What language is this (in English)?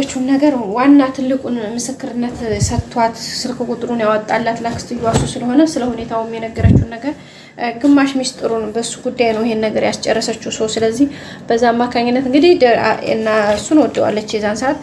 Amharic